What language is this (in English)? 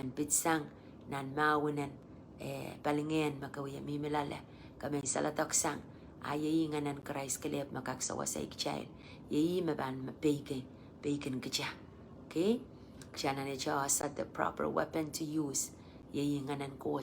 Pohnpeian